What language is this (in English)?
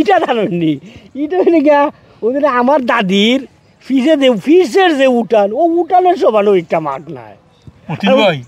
Sylheti